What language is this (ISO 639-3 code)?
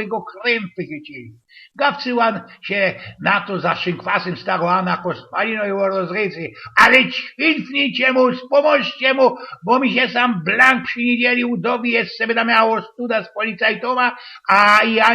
szl